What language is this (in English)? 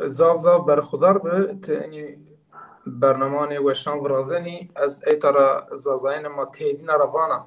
Zaza